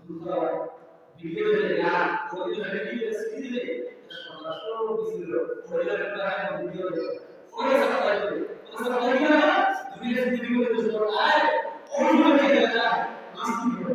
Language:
Sylheti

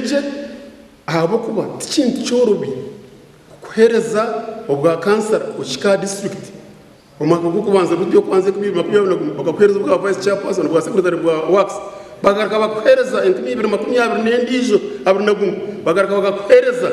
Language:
Nyankole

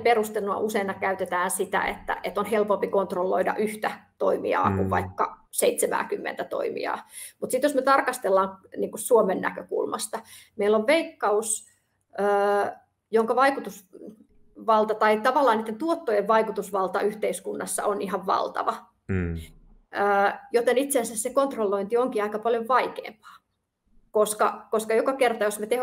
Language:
Finnish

